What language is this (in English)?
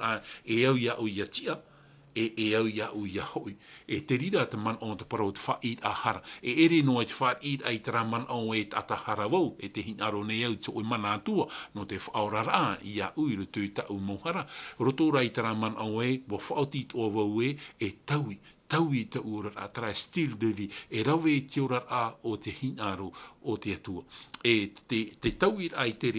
Tahitian